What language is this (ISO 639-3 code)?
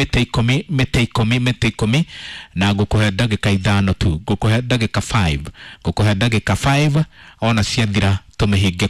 kik